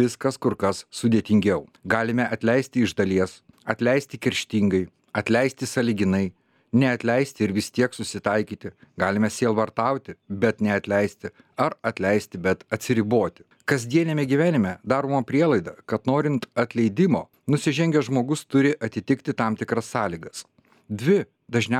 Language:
Lithuanian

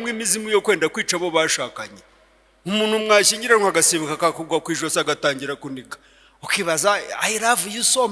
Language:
Kinyarwanda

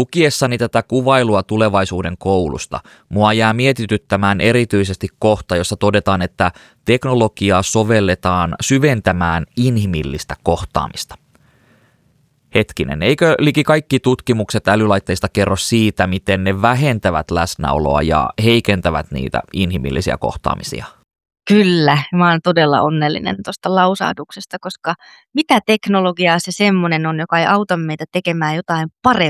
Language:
Finnish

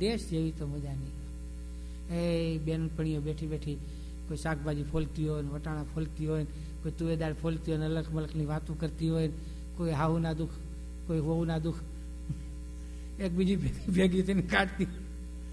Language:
Gujarati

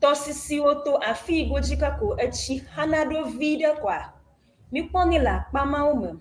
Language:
Ewe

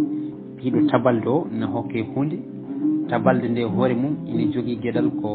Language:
Fula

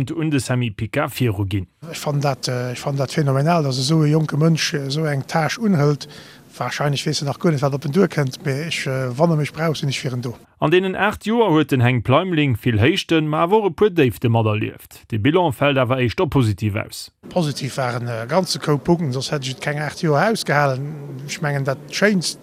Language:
Luxembourgish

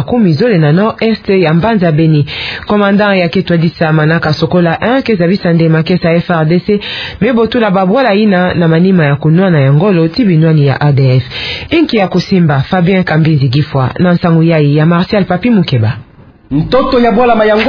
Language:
Kituba (Democratic Republic of Congo)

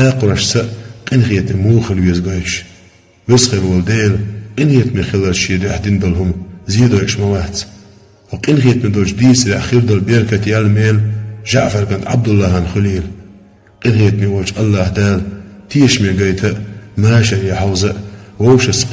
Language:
Chechen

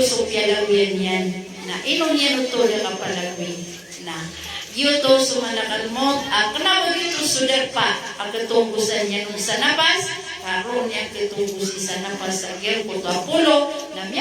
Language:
Maranao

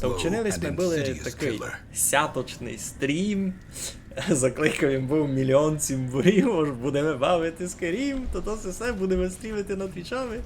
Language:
Rusyn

